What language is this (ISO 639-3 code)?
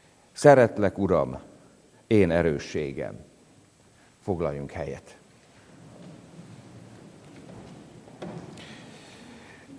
hun